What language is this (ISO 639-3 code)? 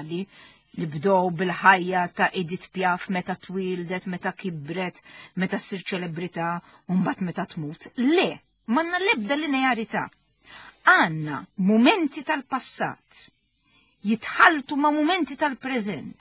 mlt